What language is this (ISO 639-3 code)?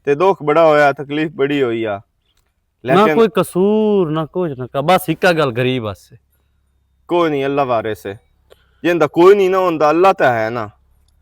lah